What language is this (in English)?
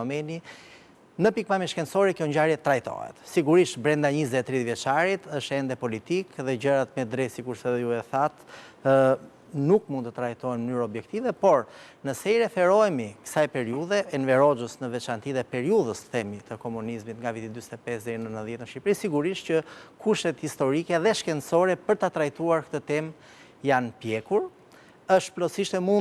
Albanian